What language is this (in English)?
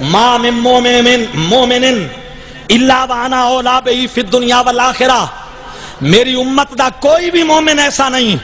Saraiki